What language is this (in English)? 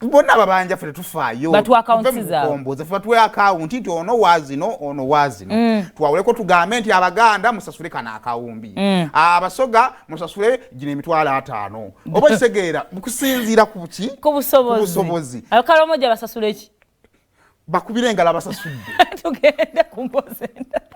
Ganda